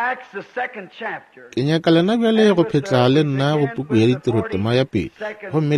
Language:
Northern Sotho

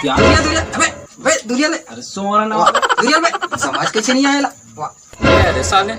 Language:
Chhattisgarhi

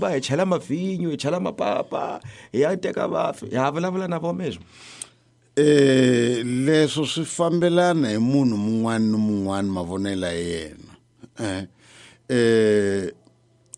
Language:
Tsonga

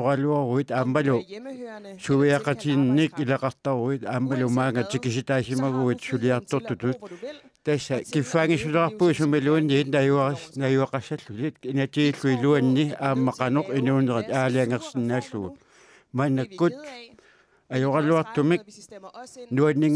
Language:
Kalaallisut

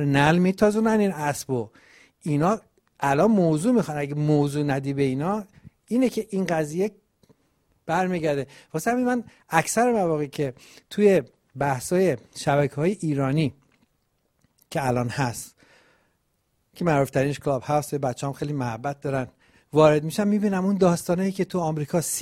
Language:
Persian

